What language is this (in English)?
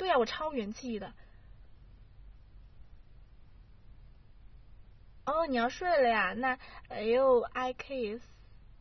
Chinese